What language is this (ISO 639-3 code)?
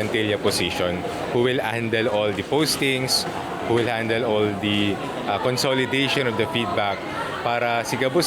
bik